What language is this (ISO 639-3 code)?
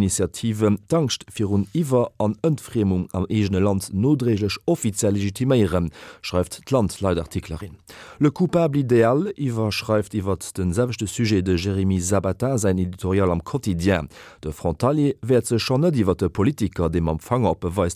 ltz